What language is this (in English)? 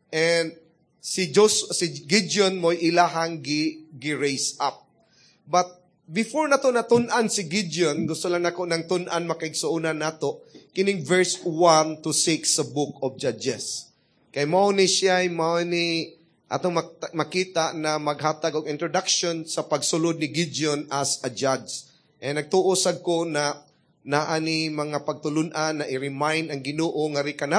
Cebuano